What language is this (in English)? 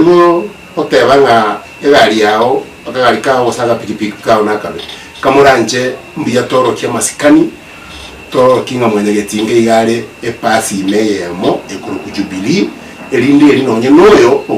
Gusii